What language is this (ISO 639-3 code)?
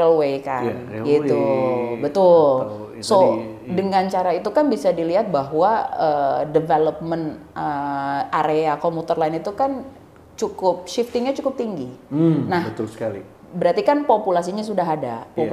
ind